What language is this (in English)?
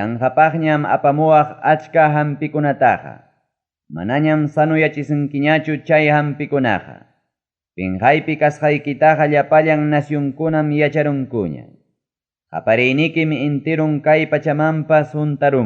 Ayacucho Quechua